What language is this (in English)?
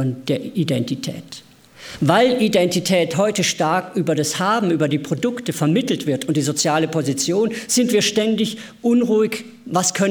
German